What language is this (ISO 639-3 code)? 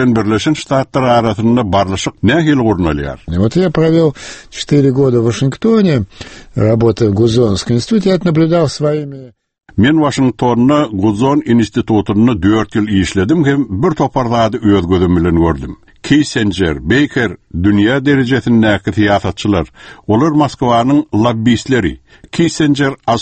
kir